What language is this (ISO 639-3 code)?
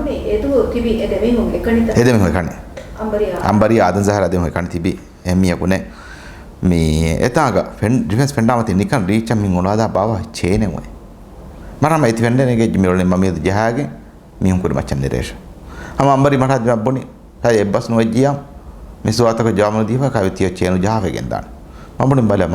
div